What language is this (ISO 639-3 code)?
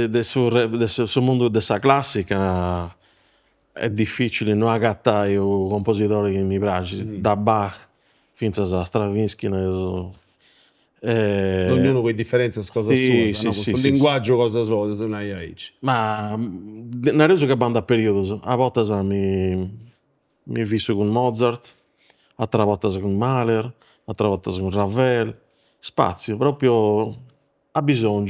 srd